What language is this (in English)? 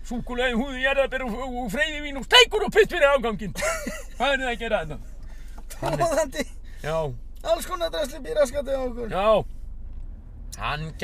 Icelandic